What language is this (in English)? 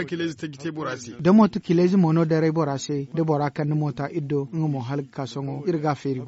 Zarma